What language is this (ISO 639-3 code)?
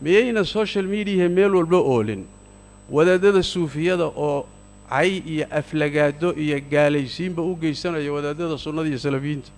som